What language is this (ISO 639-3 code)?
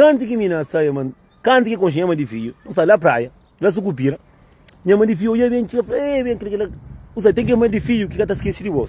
kea